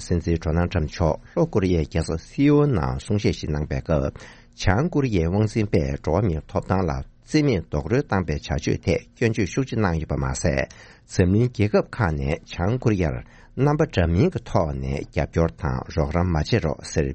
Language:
Tibetan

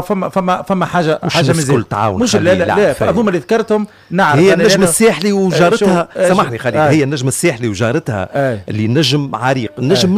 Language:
Tunisian Arabic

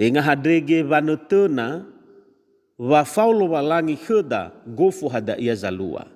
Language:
Nias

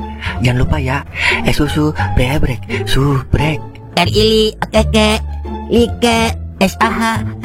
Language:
Betawi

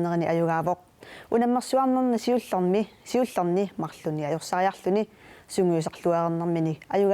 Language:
Kalaallisut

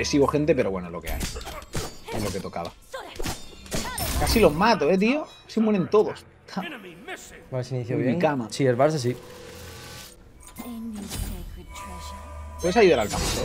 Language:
Spanish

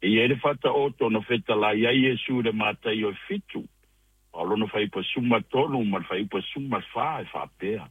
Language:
Samoan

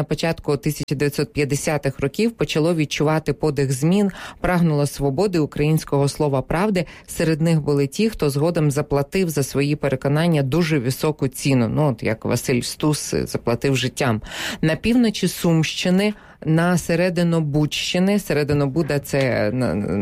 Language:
Ukrainian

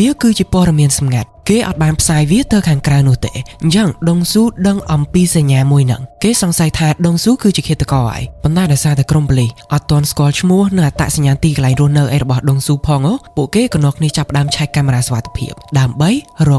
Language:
Khmer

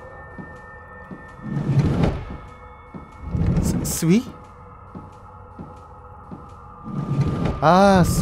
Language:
Korean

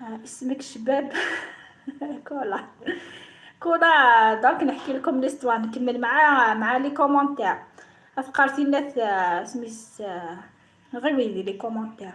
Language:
Algerian Arabic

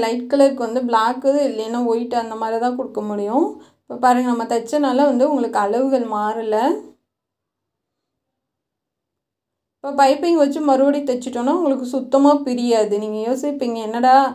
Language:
Tamil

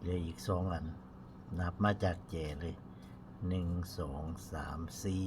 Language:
Lao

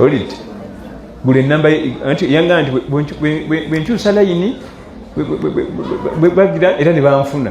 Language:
Ganda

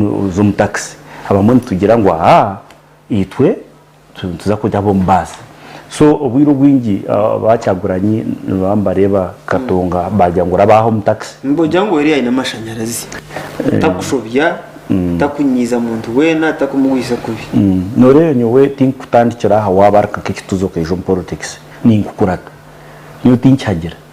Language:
Nyankole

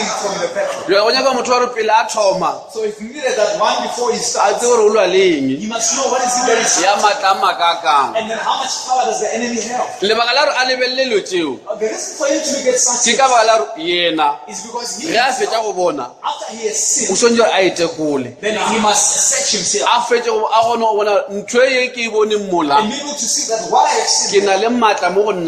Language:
Northern Sotho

